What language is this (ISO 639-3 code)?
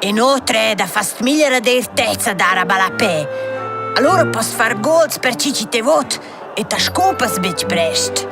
roh